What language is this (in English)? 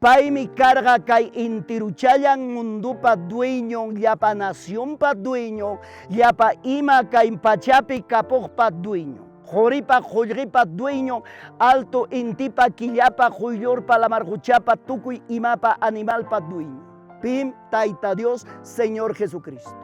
Ayacucho Quechua